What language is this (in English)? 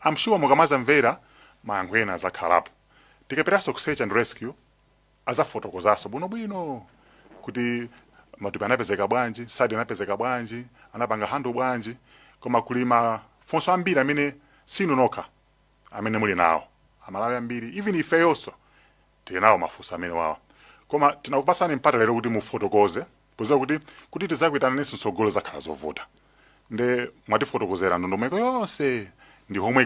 Nyanja